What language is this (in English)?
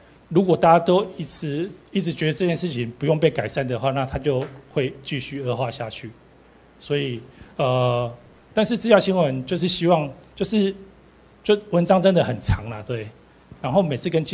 Chinese